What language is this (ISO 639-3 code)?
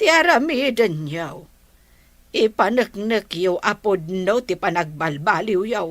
ilo